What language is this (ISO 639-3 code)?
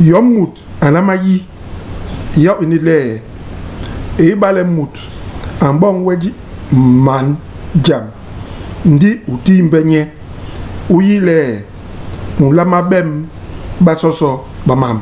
bas